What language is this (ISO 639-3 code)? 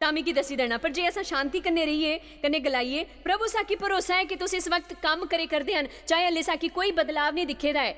doi